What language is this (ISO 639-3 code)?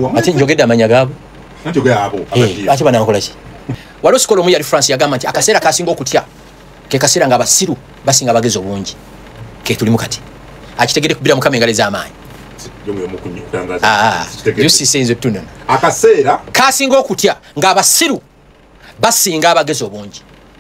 lug